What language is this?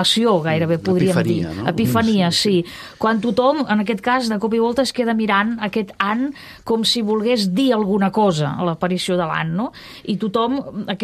Catalan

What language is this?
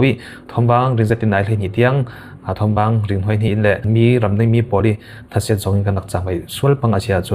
Falam Chin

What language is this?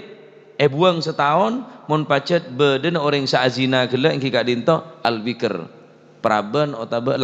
Madurese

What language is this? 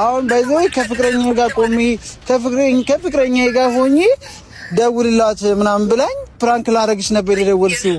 Amharic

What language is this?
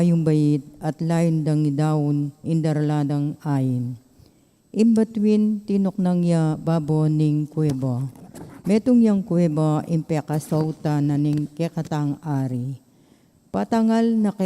Pampanga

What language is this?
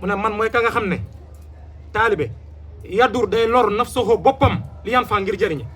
Wolof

